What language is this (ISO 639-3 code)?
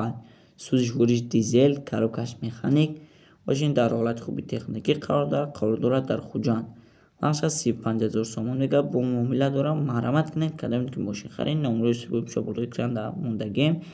tgk